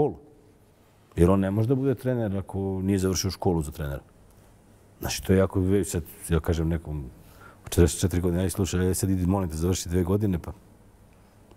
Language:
Serbian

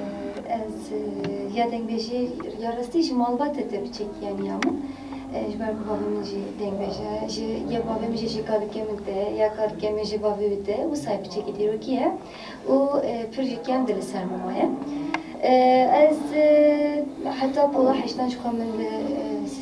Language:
Kurdish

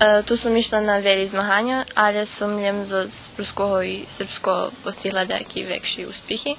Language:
Rusyn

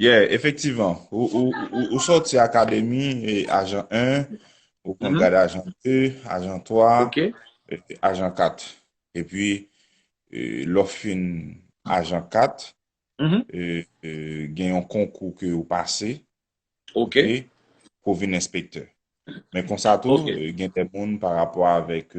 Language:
Haitian Creole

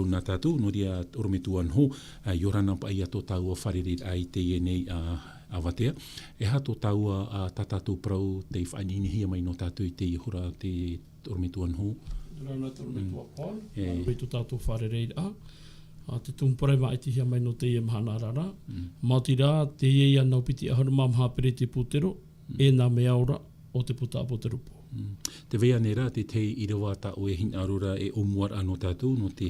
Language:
Tahitian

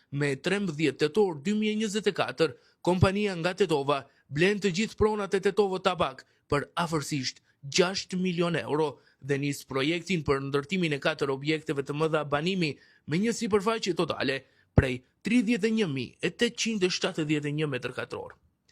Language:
Albanian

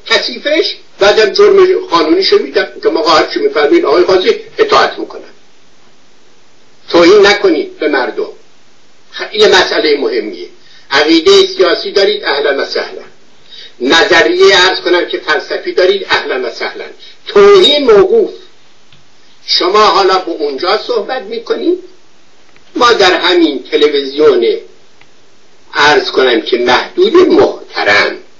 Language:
Persian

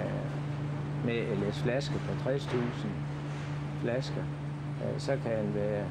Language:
Danish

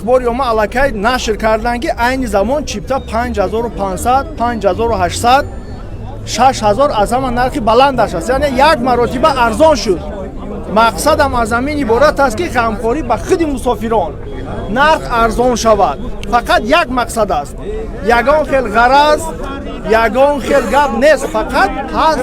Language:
Tajik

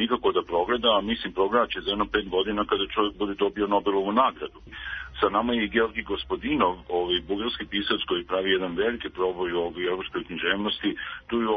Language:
Serbian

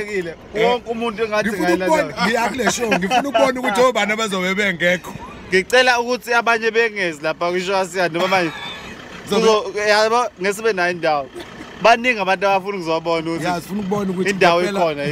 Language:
Zulu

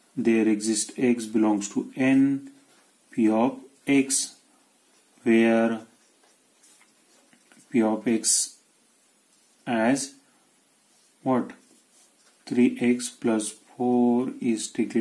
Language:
Marathi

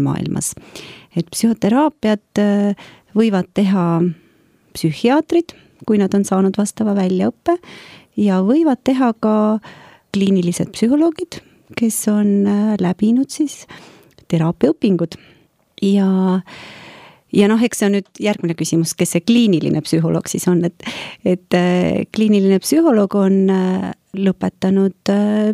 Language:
Estonian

